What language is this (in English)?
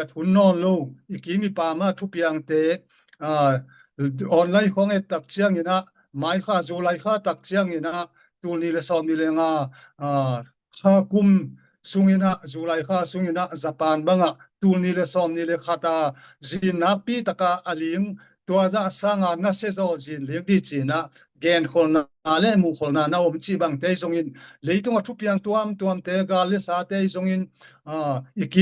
Tedim Chin